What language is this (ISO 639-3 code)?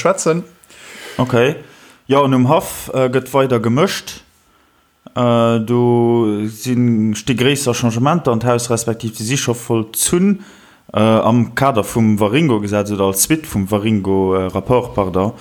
ltz